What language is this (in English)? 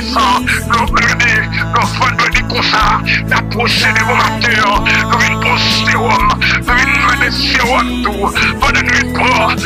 French